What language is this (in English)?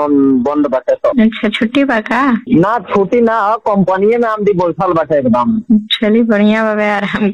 Bhojpuri